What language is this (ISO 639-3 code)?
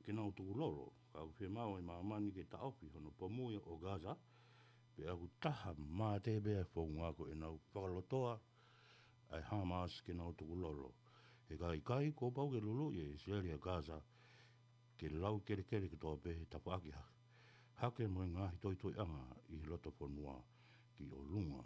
ton